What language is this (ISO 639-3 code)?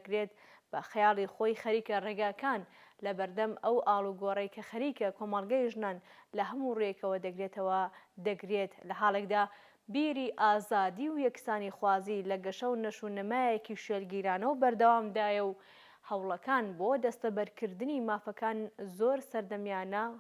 ckb